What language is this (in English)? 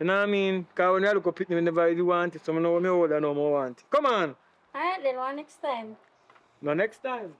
Jamaican Creole English